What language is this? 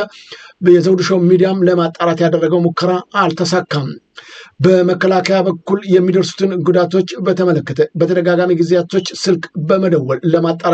Amharic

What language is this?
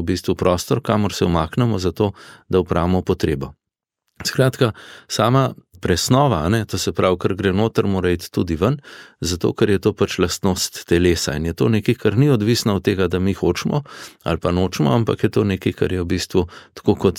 Slovenian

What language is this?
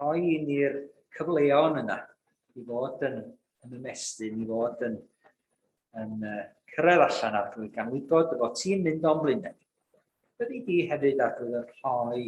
Welsh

